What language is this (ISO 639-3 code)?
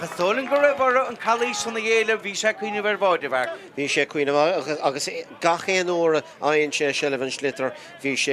gle